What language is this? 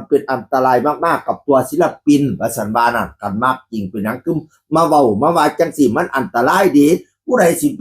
Northeastern Thai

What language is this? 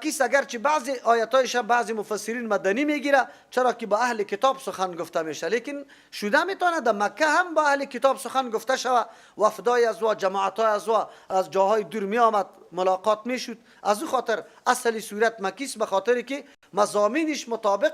Persian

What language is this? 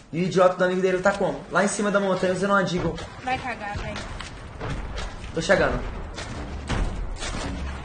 Portuguese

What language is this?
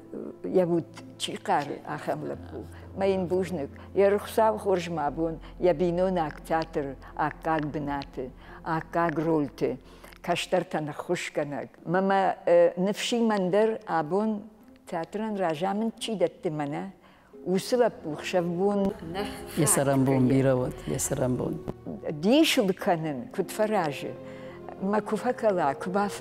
Ossetic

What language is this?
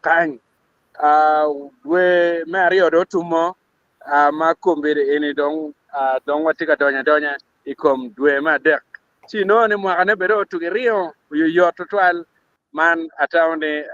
Acoli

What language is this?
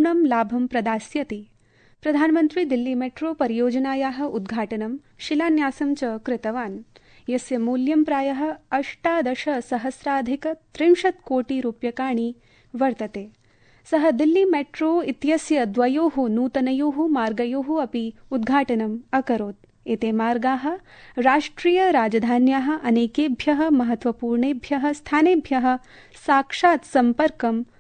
Sanskrit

